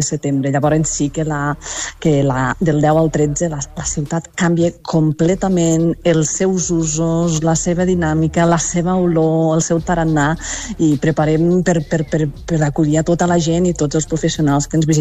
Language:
Catalan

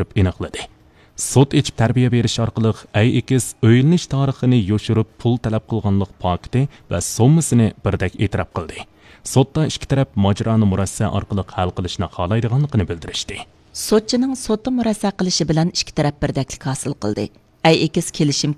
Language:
Uyghur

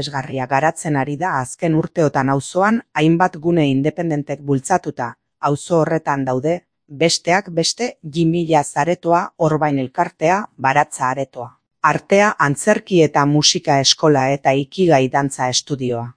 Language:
Basque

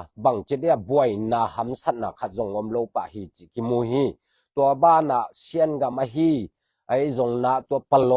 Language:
Tedim Chin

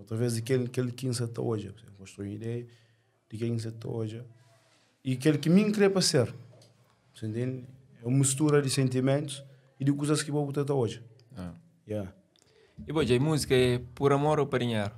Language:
Kabuverdianu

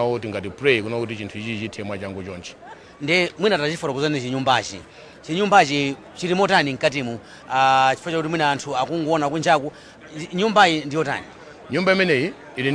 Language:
Nyanja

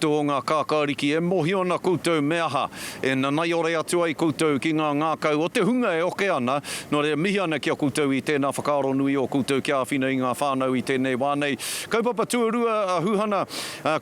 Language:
Māori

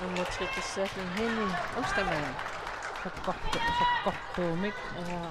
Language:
Kalaallisut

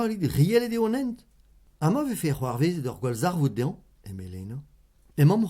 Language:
Breton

